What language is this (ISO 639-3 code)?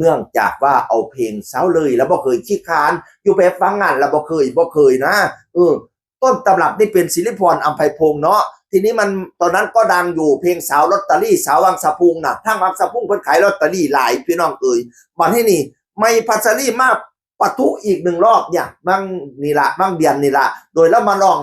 tts